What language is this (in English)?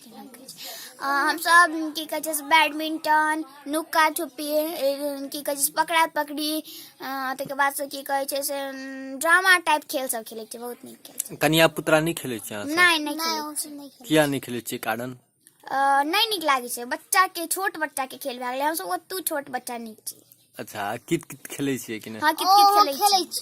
Maithili